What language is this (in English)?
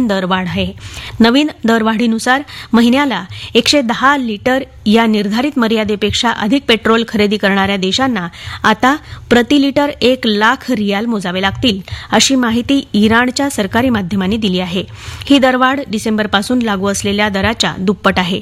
Marathi